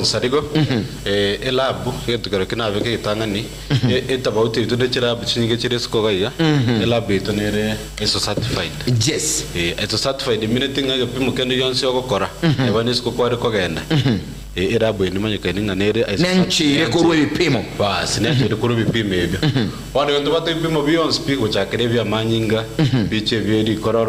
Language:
Gusii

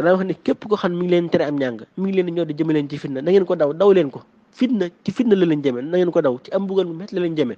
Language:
Wolof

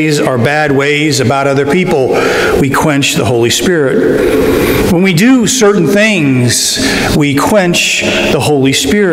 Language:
English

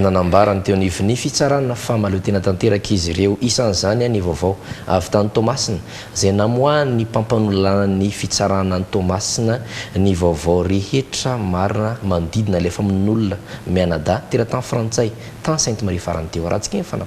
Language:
Malagasy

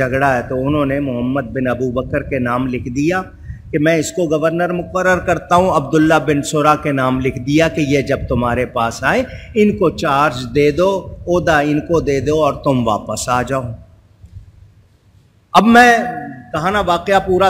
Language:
Urdu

